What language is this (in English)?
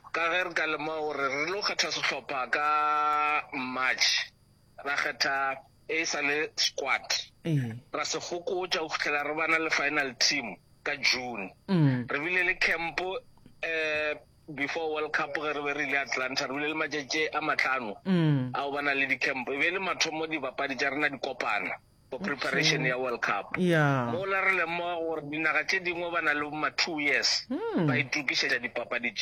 Northern Sotho